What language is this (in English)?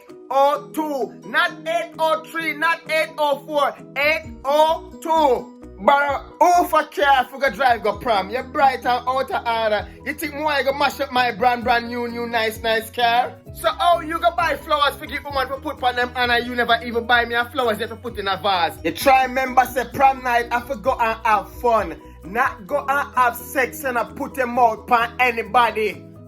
Jamaican Creole English